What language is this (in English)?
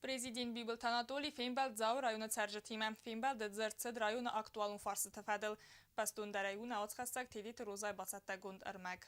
Ossetic